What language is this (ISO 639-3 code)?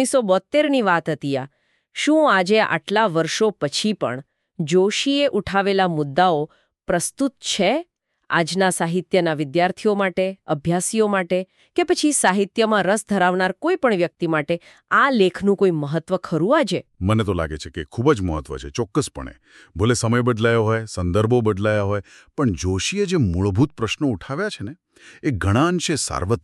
guj